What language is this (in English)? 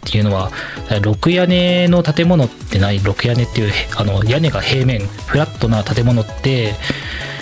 Japanese